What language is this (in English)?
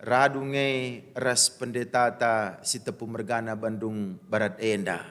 Batak Karo